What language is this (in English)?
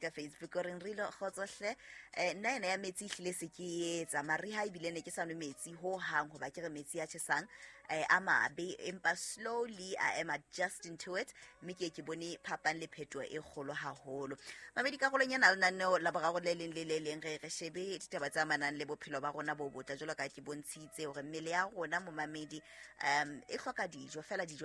Southern Sotho